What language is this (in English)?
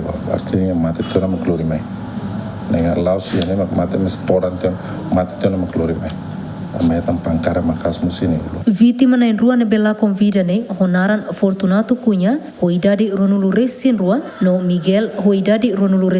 Tetum